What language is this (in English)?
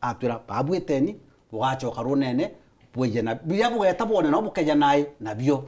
Meru